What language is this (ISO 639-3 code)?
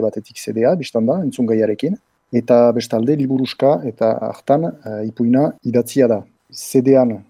eus